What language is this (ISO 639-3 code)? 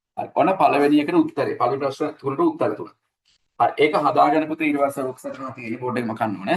sin